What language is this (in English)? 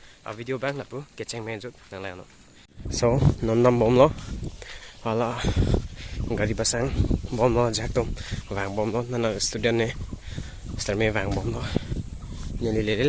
Karbi